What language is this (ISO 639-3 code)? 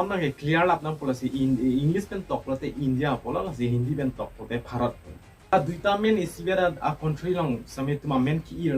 mjw